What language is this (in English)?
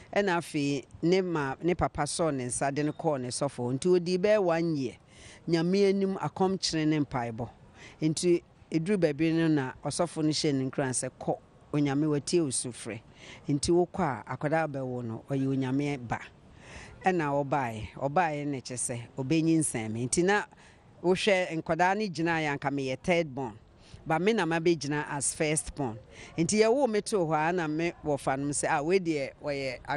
Akan